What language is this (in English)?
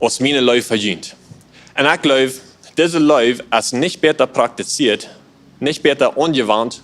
Plautdietsch